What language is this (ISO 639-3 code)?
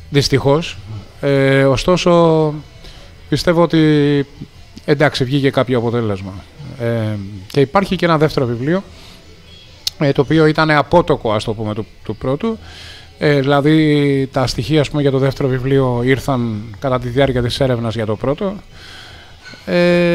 ell